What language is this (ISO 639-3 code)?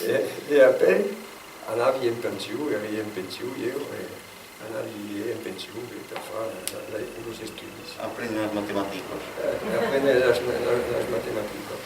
oci